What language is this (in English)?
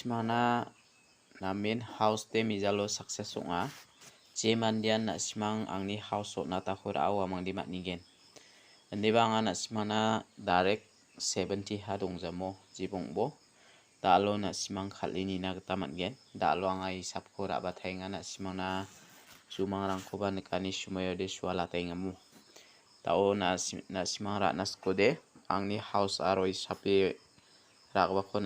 Garo